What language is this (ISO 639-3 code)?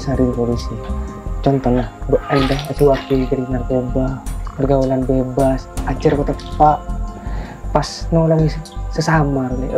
mad